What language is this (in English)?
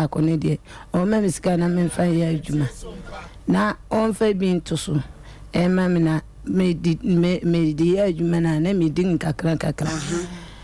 Akan